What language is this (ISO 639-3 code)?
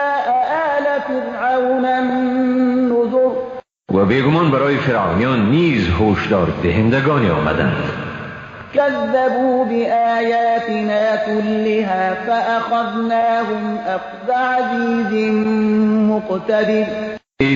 fas